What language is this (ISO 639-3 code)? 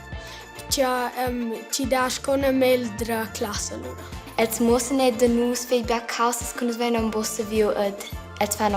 roh